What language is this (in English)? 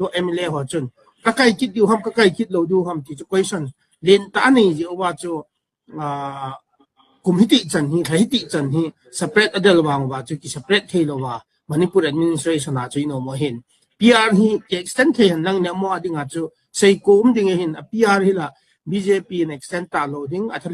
Thado Chin